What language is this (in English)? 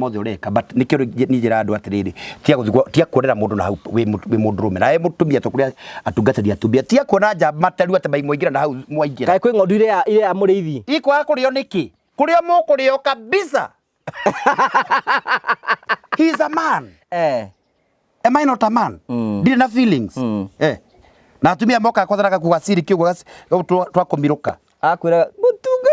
Kikuyu